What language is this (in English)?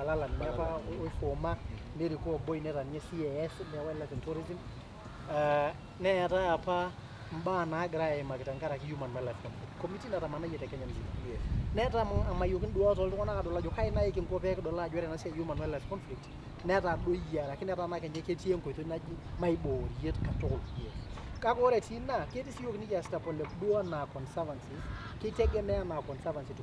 Masai